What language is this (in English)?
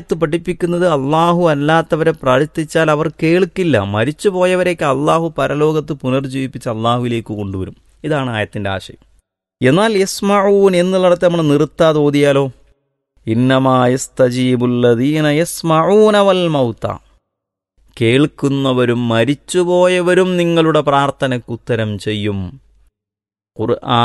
Malayalam